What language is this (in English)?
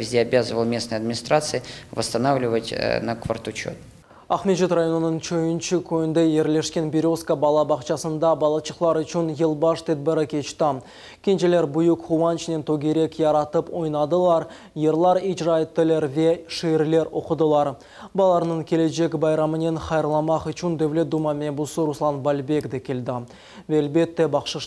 Crimean Tatar